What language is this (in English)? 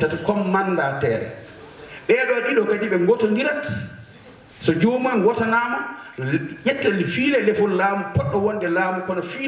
Fula